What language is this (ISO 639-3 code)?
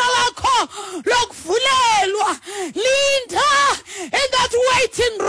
xho